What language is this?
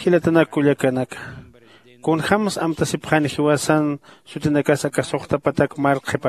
Aymara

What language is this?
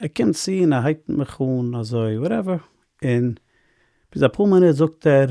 Yiddish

